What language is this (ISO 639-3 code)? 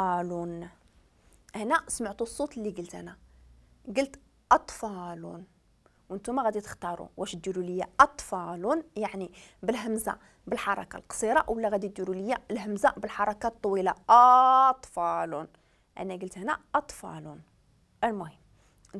ary